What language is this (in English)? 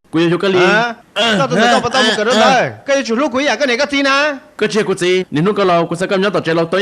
Hmong